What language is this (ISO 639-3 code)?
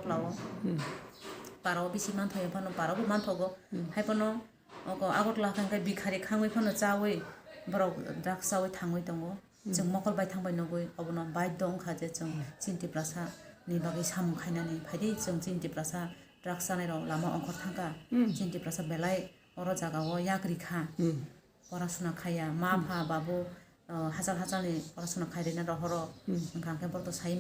trp